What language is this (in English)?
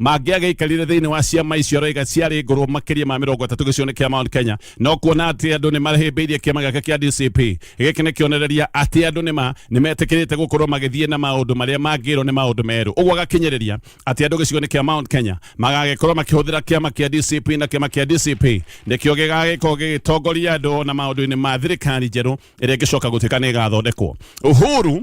Kikuyu